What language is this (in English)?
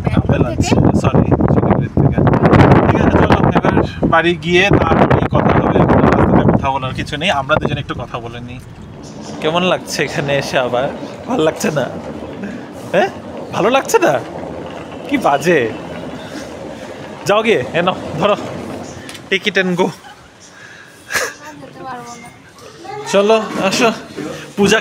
Bangla